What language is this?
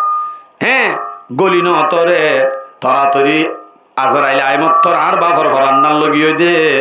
Rohingya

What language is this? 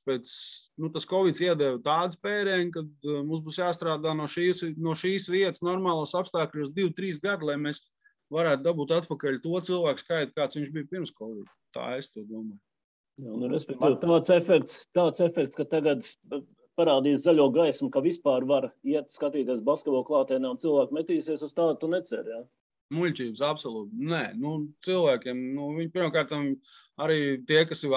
Latvian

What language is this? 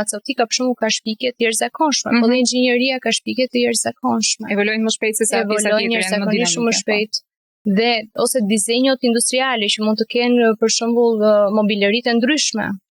Albanian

